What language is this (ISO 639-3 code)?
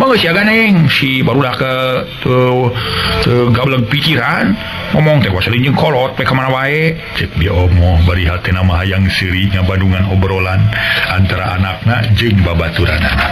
sun